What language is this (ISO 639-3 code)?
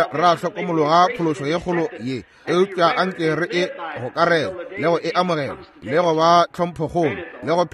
nso